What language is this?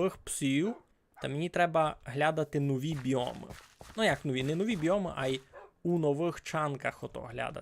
Rusyn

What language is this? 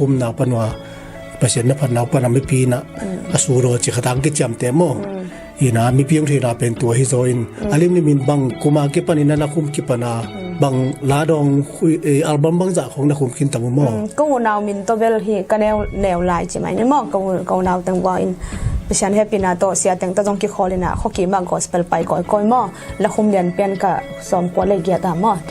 Tedim Chin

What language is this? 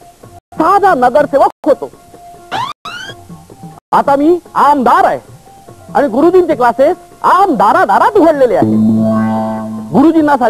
Marathi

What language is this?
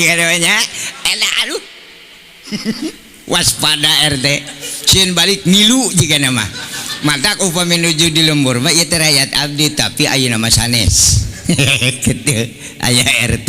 Sundanese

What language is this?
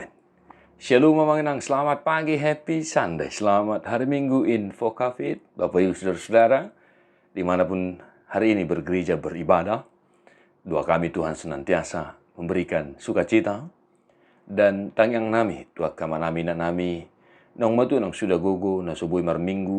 Batak Toba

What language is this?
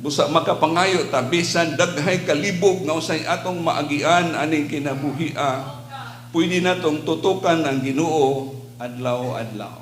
Cebuano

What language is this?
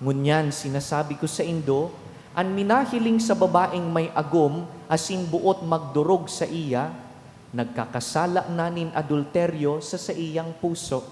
Bikol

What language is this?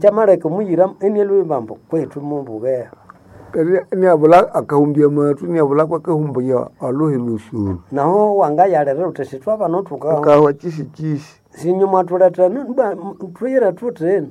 Nande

